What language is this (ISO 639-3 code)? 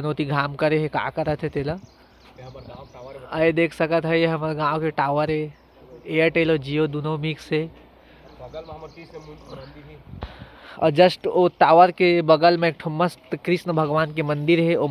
hne